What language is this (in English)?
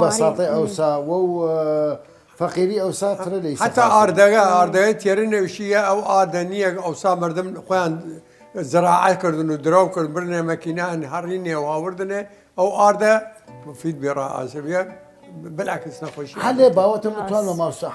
Southern Kurdish